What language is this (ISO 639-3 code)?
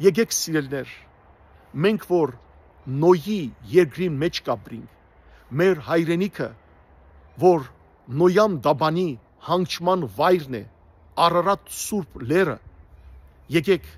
hyw